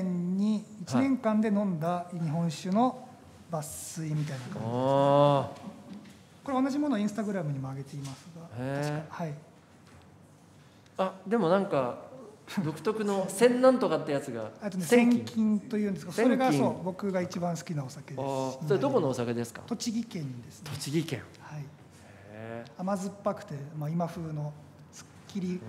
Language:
Japanese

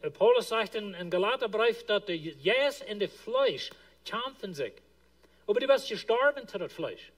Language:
Plautdietsch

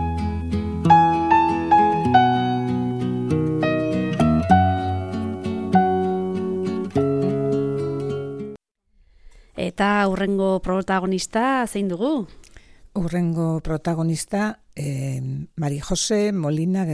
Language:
Basque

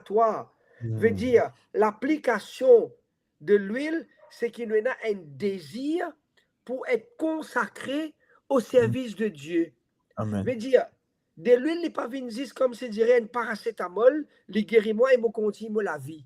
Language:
Morisyen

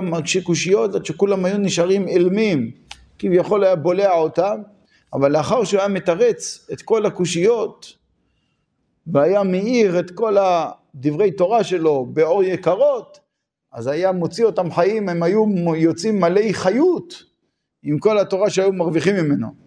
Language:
Hebrew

